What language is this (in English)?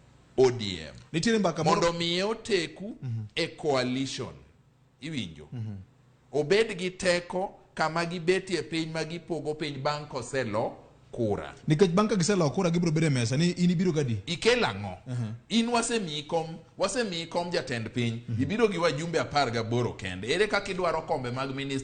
Luo (Kenya and Tanzania)